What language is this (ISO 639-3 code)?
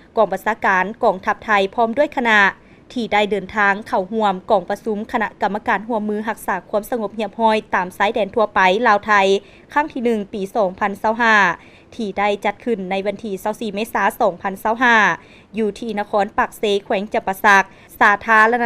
lao